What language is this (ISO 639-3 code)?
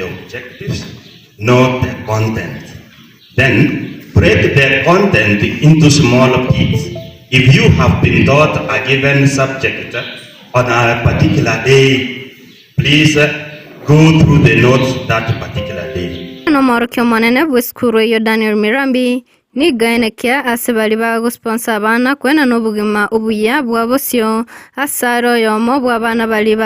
guz